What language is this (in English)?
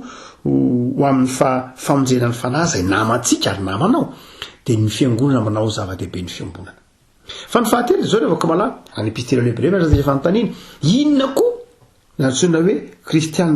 Malagasy